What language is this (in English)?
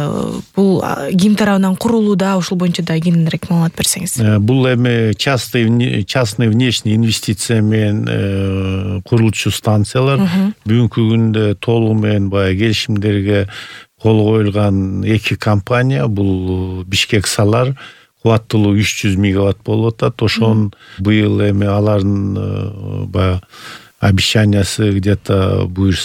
Kyrgyz